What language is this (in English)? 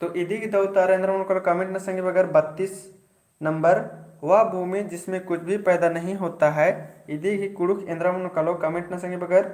Kurukh